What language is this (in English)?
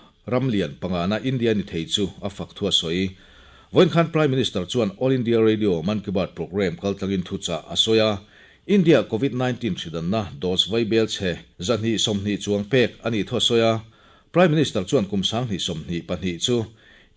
Mizo